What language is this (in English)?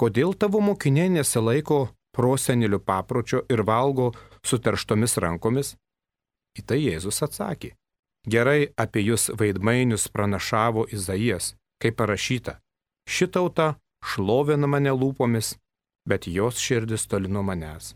Lithuanian